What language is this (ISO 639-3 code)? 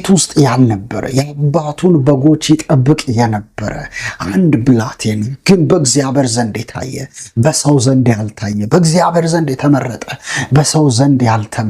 amh